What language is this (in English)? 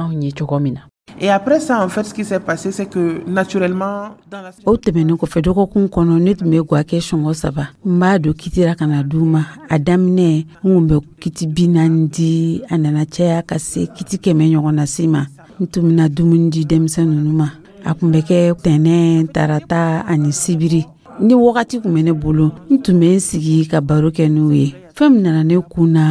Dyula